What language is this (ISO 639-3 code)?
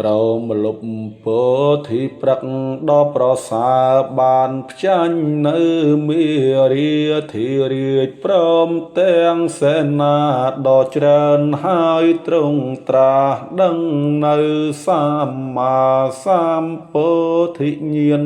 khm